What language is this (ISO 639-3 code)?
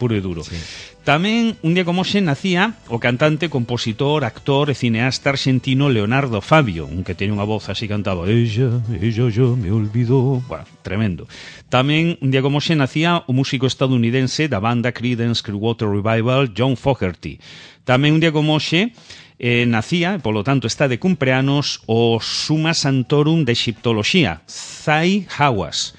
glg